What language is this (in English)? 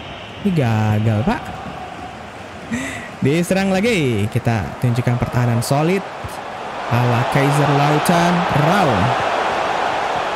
Indonesian